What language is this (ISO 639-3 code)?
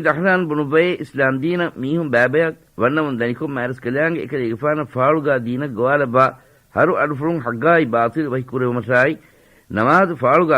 div